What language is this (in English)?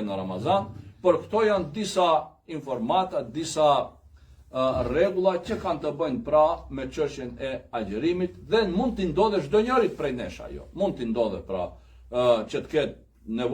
Albanian